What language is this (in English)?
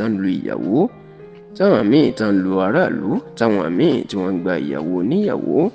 Yoruba